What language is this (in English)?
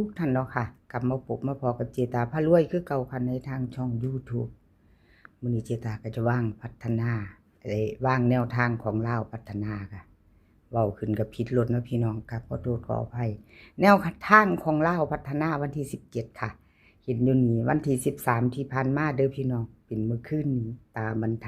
Northeastern Thai